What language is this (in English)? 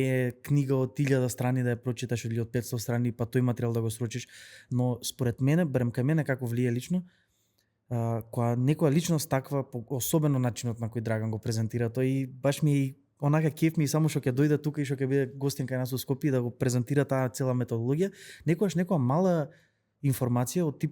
Macedonian